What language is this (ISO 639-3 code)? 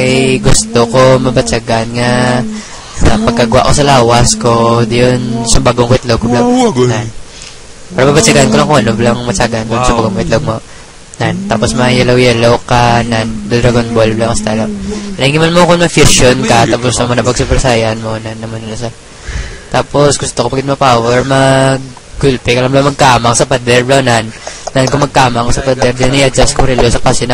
hil